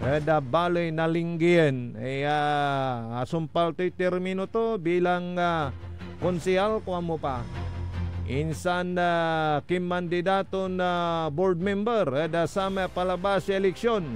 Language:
Pangasinan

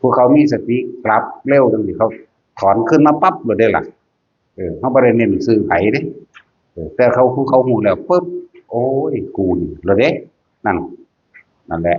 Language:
Northeastern Thai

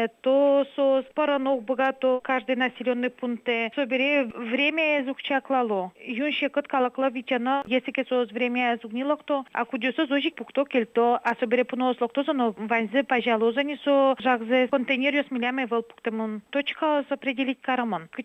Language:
Udmurt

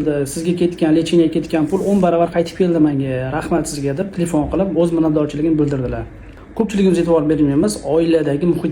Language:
Uzbek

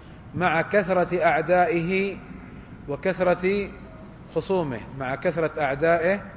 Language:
Arabic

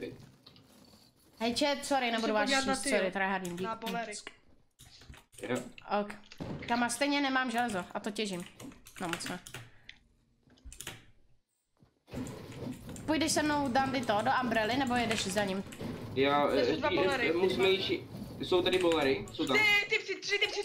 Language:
Czech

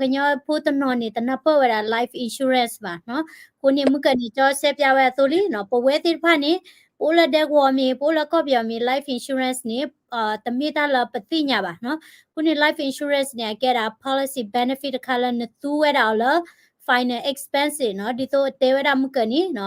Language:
S'gaw Karen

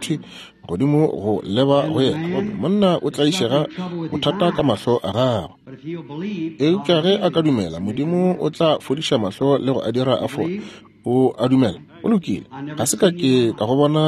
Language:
Northern Sotho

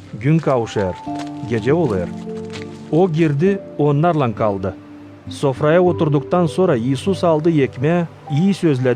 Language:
Gagauz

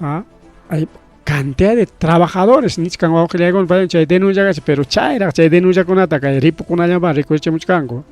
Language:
Ayacucho Quechua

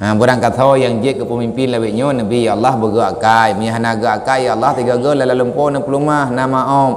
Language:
Achinese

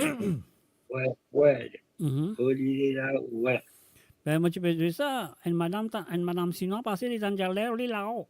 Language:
Morisyen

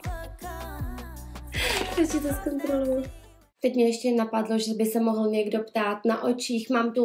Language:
Czech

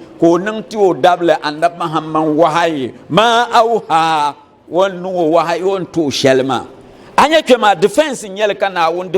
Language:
Dagbani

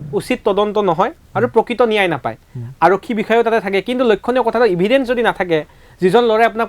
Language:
Assamese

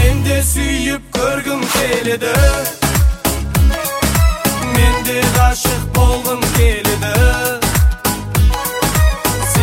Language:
Kazakh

